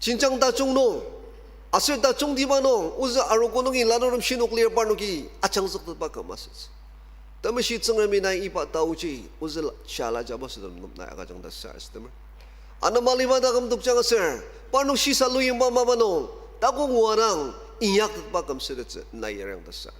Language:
Ao Naga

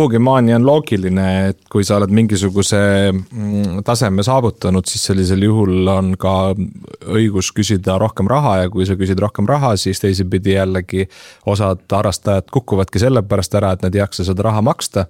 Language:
Estonian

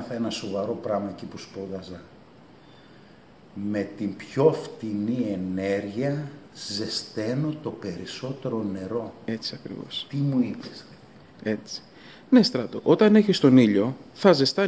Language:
Greek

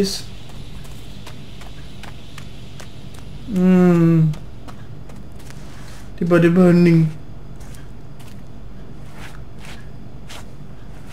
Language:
Indonesian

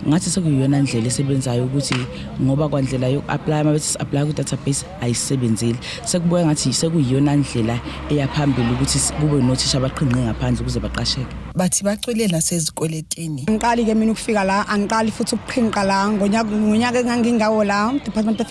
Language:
Zulu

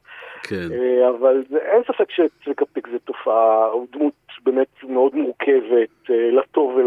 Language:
Hebrew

